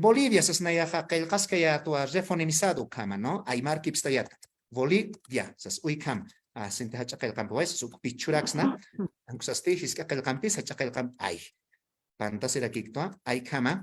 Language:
Aymara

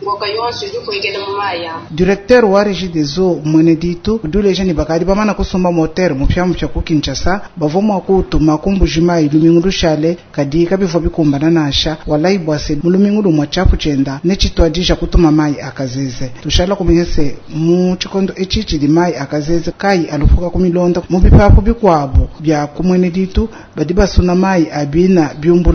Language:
Luba-Lulua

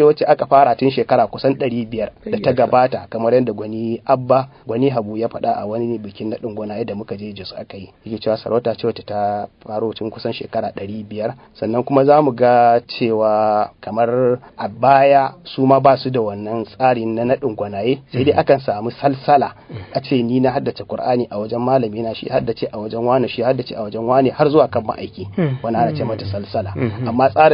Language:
Hausa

